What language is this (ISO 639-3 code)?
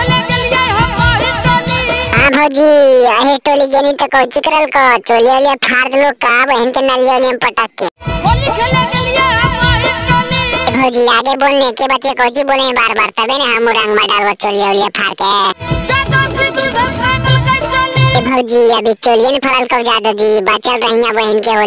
mag